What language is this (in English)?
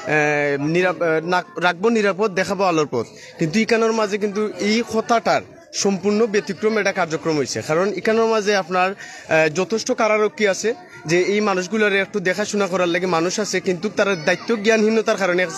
Sylheti